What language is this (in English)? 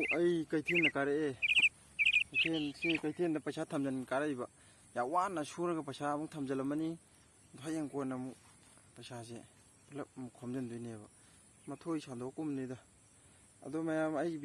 Manipuri